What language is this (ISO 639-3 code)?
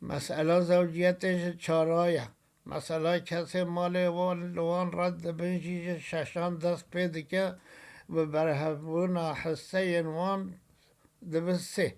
kur